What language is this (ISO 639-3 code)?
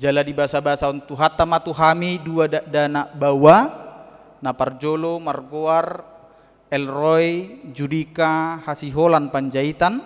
bbc